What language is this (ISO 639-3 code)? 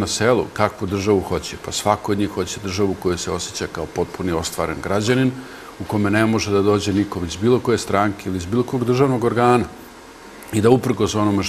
srp